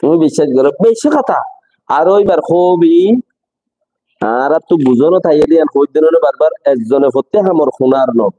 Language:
Rohingya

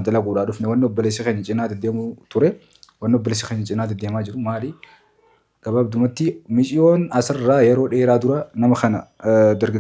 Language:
Oromo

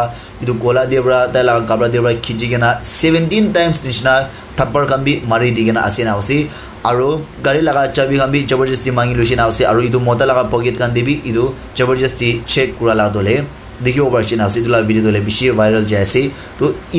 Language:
Naga Pidgin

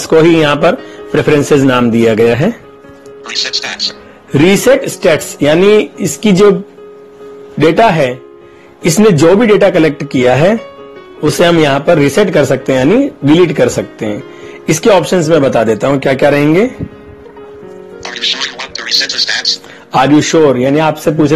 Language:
Hindi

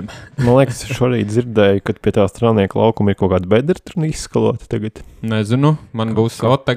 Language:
Latvian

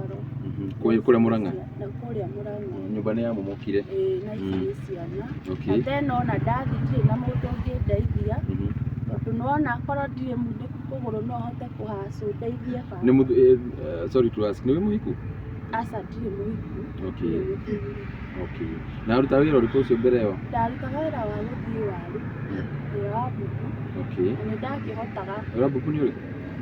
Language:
Kikuyu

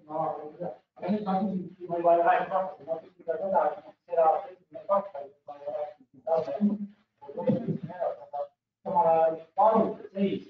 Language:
Estonian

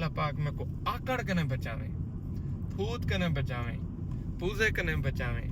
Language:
Saraiki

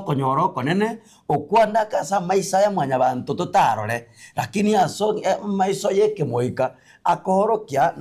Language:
Gusii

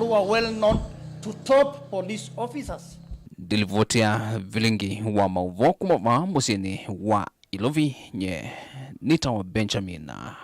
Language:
Kamba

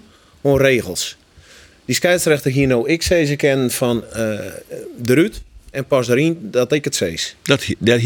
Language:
Western Frisian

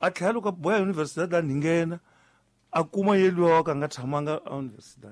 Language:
Tsonga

